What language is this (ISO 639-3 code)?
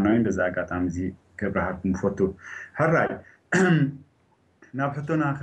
tir